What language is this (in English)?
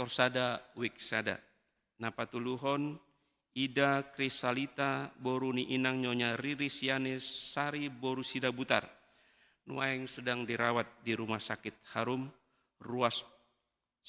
Batak Toba